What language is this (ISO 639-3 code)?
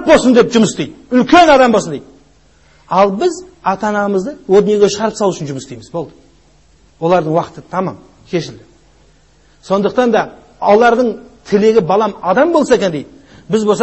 kaz